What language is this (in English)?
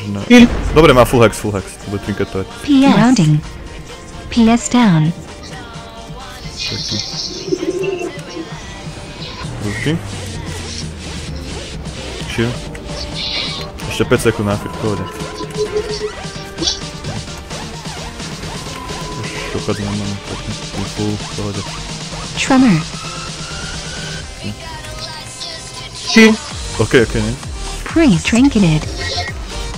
Slovak